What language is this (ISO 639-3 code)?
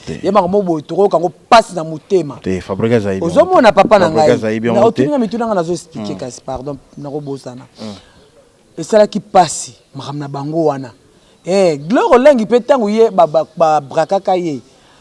lin